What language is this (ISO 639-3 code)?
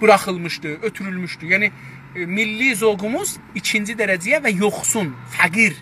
azb